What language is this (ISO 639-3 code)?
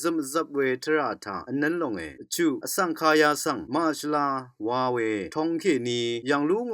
raw